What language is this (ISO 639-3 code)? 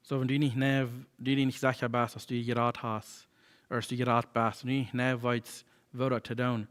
pdt